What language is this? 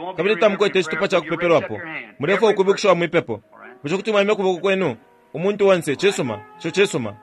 Bemba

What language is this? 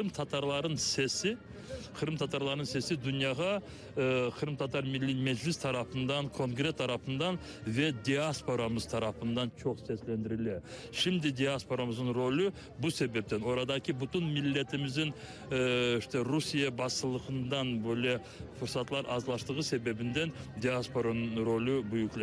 Crimean Tatar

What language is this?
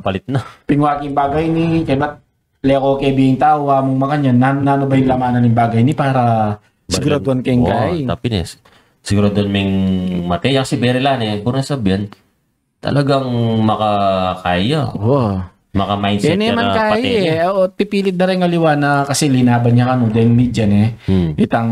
Pampanga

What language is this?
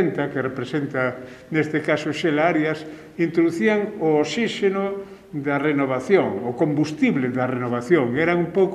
Galician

